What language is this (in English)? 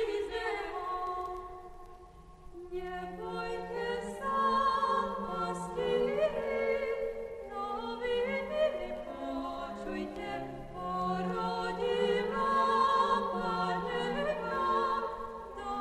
Slovak